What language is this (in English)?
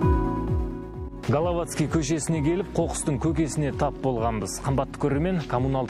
Kazakh